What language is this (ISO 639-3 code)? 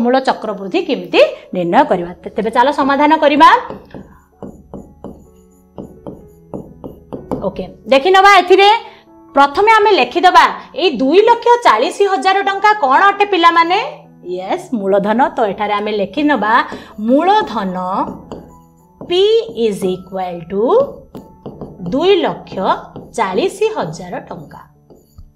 ori